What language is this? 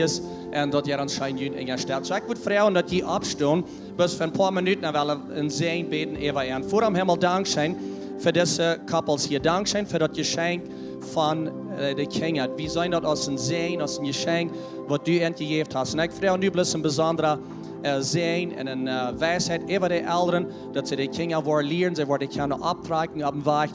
Plautdietsch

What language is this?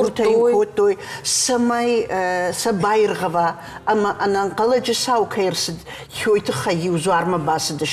Ossetic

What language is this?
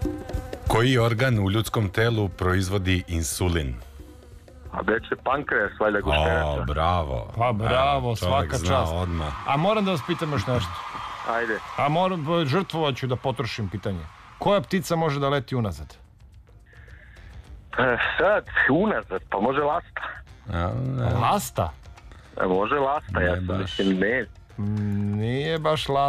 Serbian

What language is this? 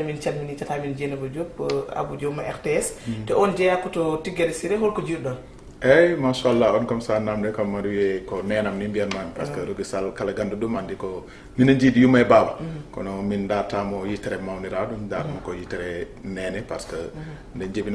Fula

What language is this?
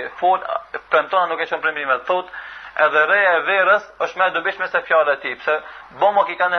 Albanian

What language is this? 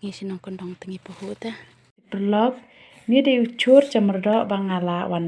Khasi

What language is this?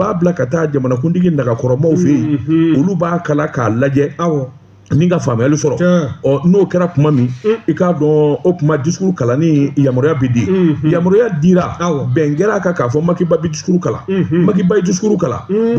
Bambara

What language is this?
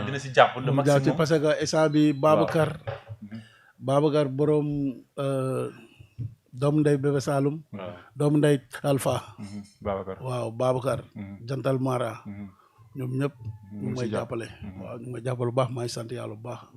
Wolof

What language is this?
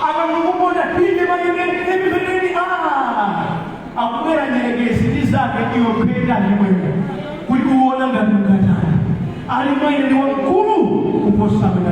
Nyanja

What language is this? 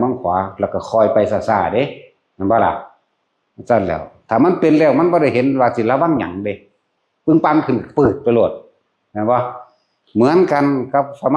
Northeastern Thai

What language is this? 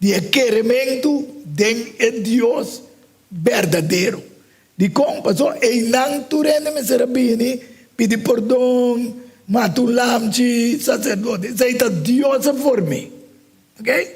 Papiamento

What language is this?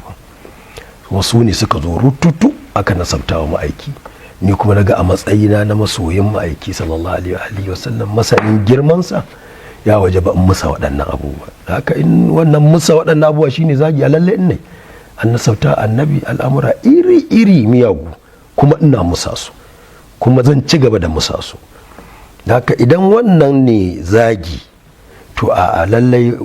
Hausa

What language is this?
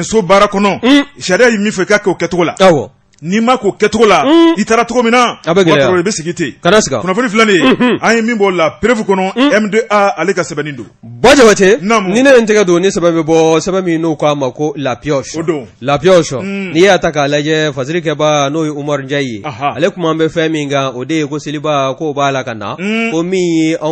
Bambara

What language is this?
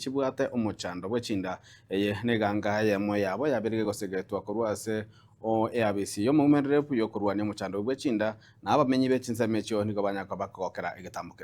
Gusii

